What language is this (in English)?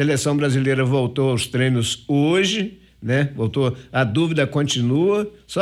Portuguese